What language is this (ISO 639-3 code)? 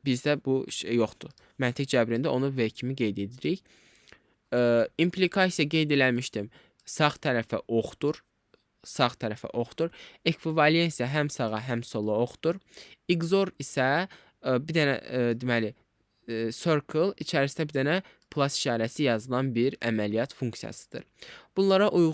aze